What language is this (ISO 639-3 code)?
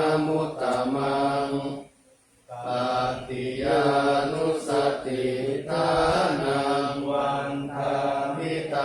pli